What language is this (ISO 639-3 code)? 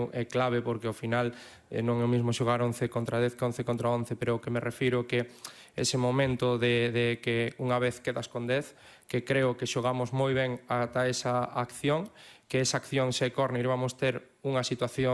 glg